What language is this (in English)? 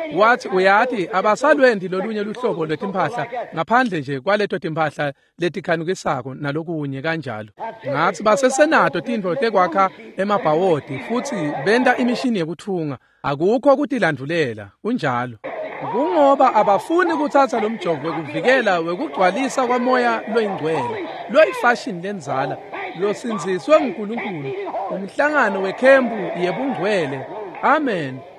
Swati